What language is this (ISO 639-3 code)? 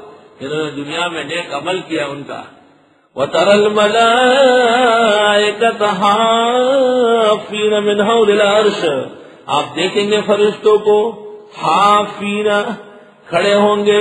urd